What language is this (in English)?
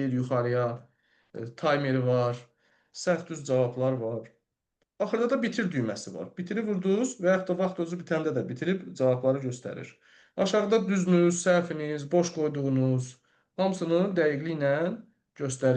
Azerbaijani